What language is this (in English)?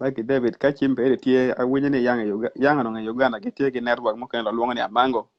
Acoli